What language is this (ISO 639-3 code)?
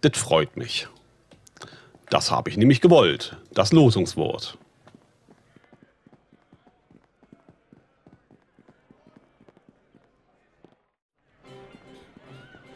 deu